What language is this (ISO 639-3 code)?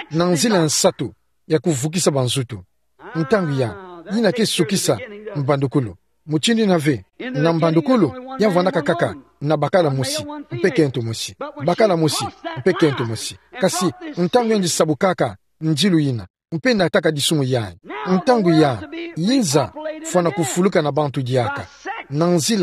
ktu